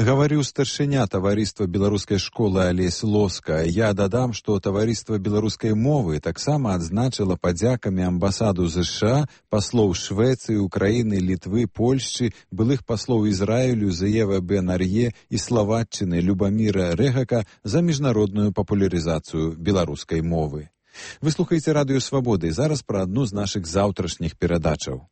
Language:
Belarusian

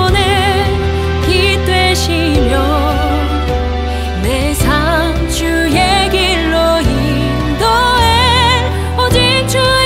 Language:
Korean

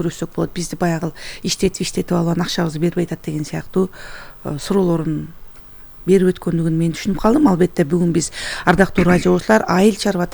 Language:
Kyrgyz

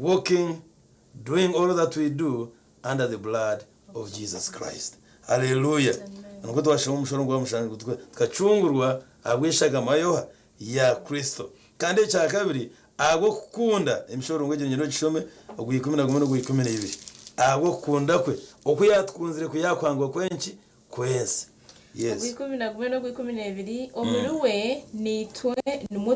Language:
Nyankole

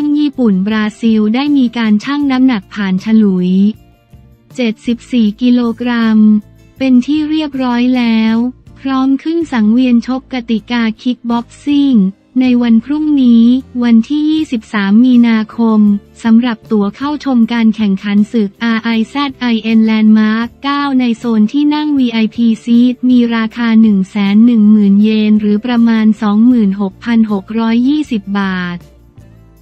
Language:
Thai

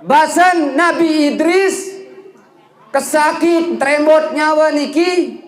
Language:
Sasak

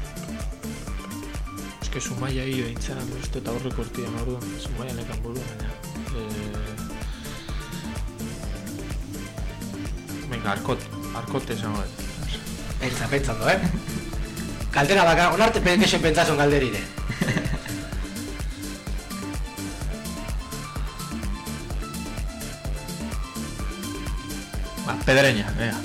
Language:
Basque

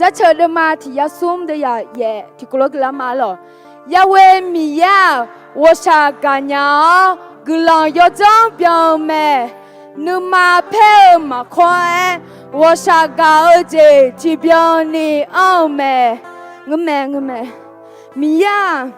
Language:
Akha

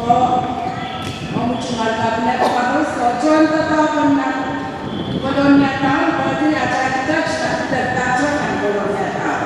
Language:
Pohnpeian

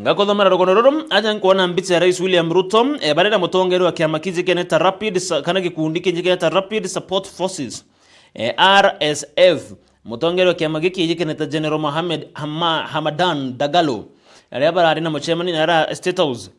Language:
Meru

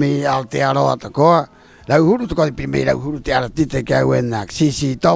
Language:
Rapanui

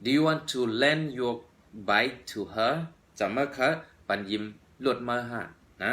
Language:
Shan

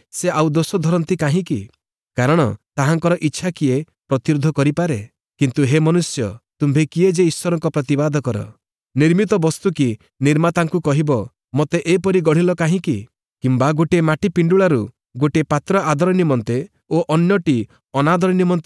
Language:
Odia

